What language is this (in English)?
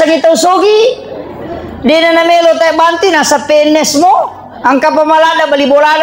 Buginese